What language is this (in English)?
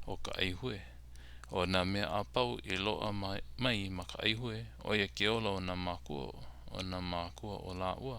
Hawaiian